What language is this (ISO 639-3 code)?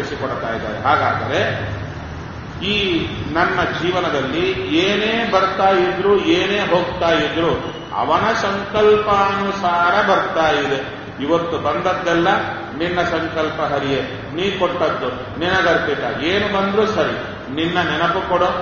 kan